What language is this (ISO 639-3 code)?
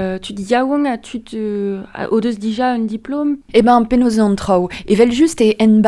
bre